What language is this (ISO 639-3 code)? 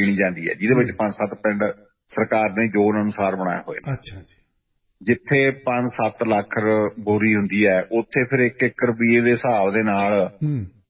pan